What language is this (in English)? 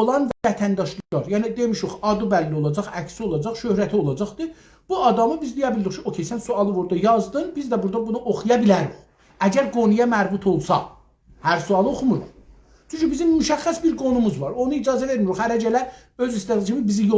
South Azerbaijani